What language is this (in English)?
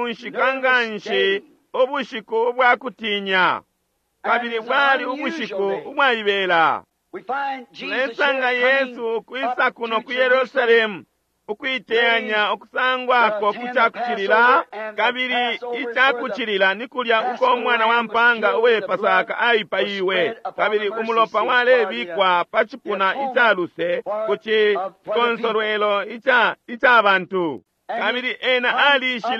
Bemba